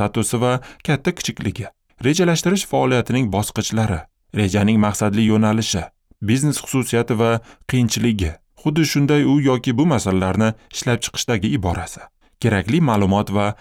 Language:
Uzbek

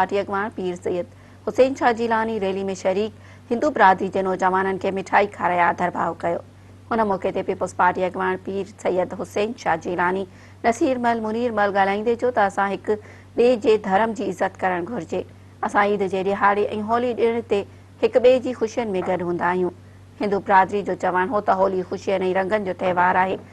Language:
Sindhi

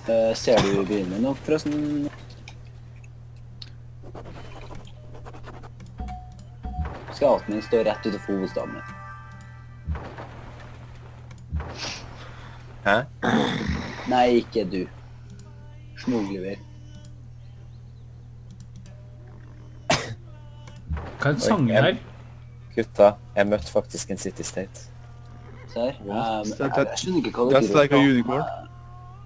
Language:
Norwegian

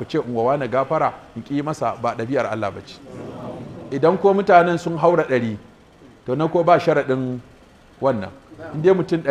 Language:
Hausa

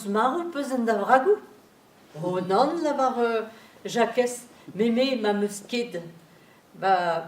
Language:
Breton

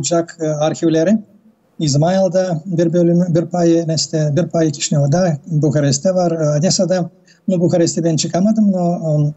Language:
Gagauz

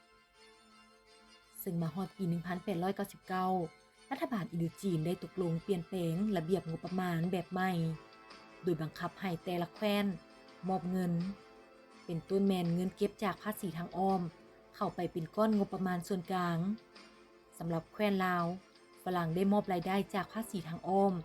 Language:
Lao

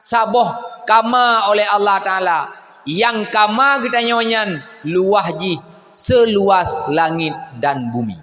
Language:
Achinese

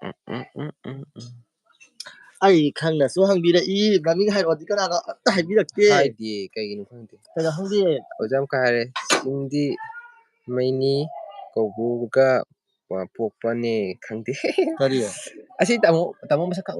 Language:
Manipuri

